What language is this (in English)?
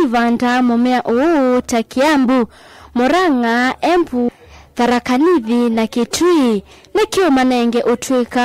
Kamba